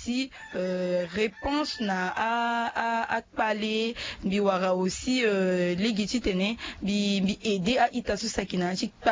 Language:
Sango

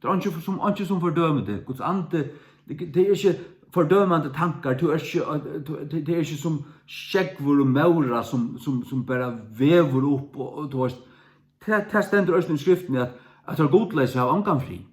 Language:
Faroese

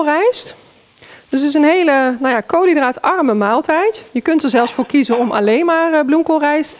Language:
Dutch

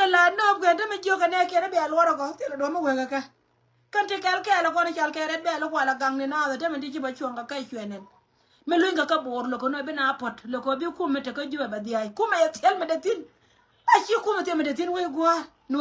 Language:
Nuer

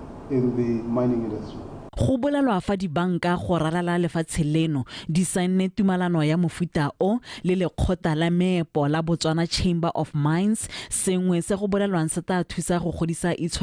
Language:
Tswana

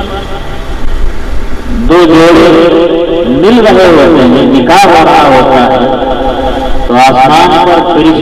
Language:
Urdu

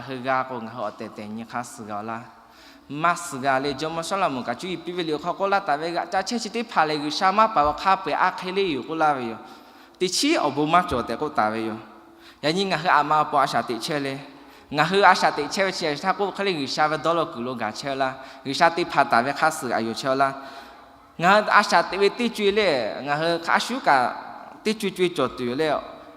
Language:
Lahu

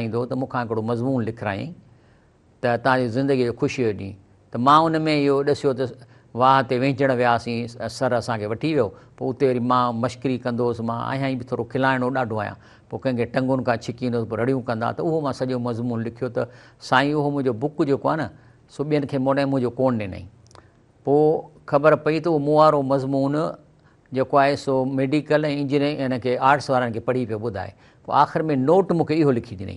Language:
Sindhi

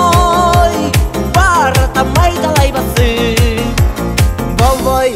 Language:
Kyrgyz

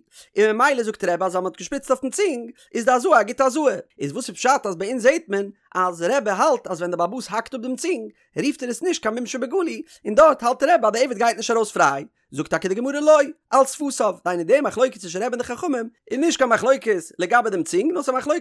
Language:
Yiddish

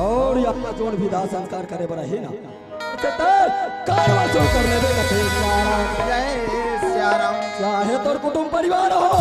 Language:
Chhattisgarhi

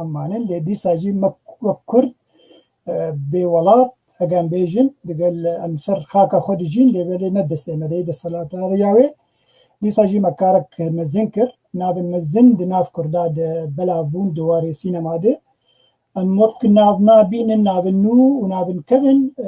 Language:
Kurdish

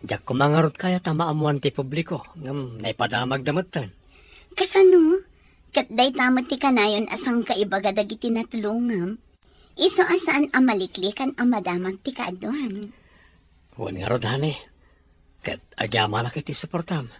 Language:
Iloko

